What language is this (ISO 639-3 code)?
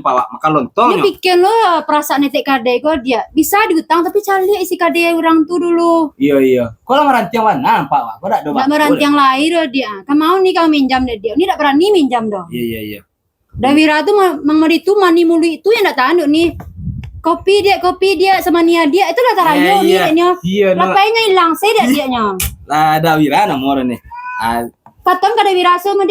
min